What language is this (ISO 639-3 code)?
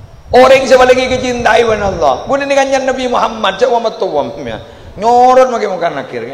mad